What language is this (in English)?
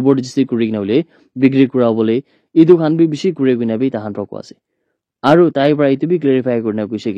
Naga Pidgin